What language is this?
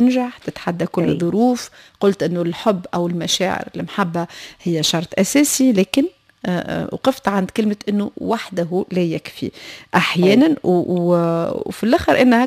Tunisian Arabic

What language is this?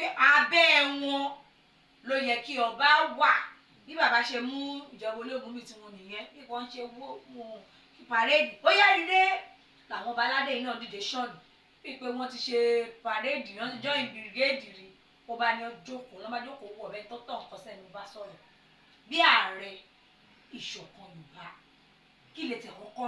Yoruba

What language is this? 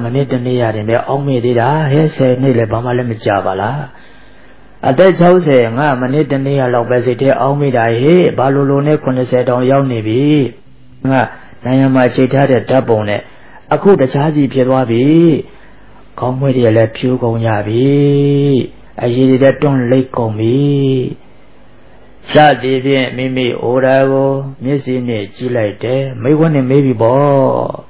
Burmese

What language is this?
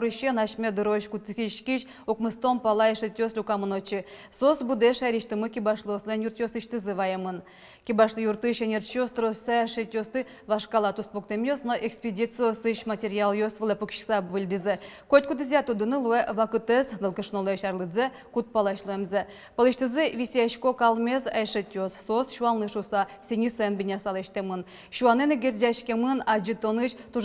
Udmurt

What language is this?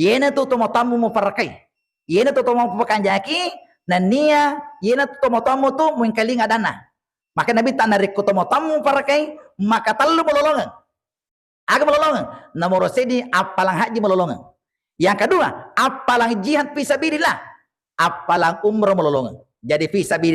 Buginese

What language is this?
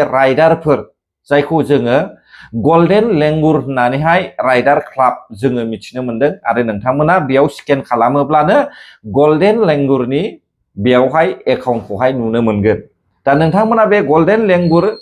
Bodo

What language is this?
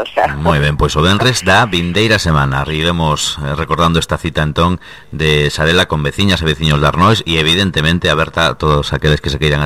Galician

